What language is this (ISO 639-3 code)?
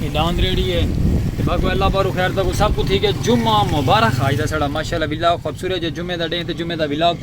skr